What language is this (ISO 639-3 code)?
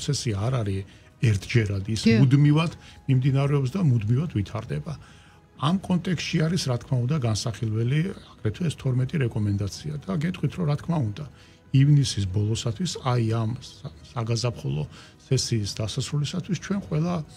kat